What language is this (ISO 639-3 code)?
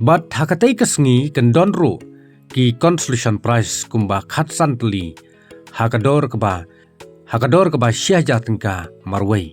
kha